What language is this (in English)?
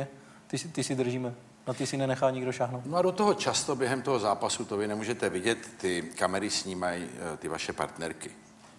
Czech